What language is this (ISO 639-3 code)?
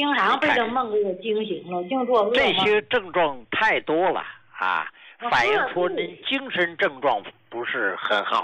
zho